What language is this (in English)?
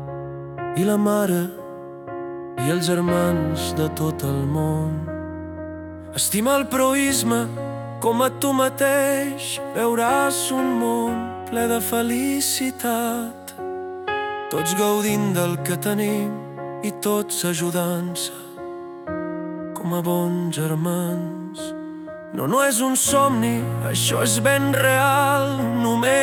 Catalan